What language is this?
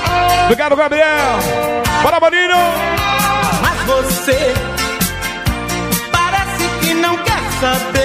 Portuguese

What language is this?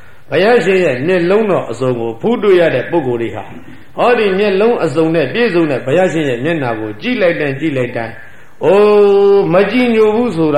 Burmese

